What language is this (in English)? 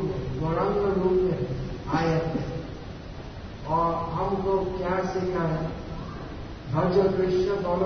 Hindi